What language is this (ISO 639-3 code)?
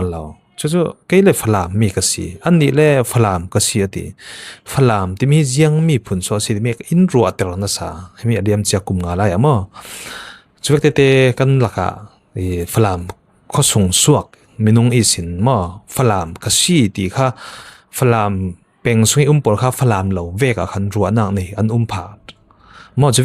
cfm